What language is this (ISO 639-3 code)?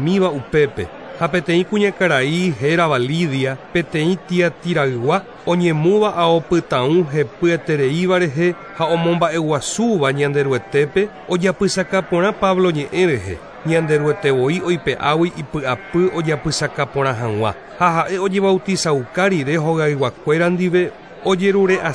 grn